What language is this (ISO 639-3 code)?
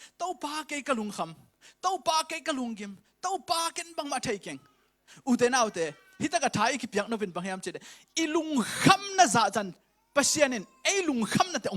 ctd